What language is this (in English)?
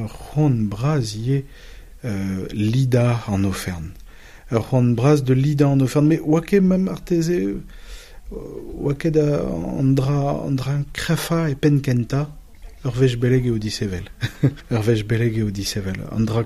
Breton